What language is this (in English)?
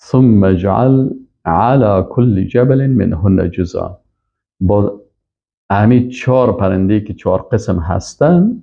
Persian